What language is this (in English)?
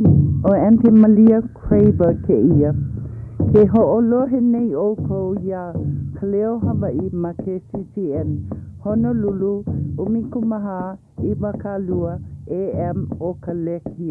Hawaiian